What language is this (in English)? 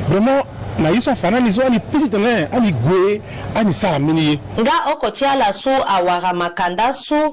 Sango